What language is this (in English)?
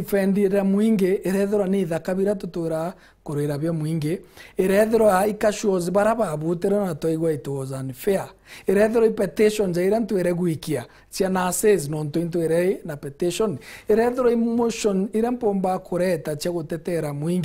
Meru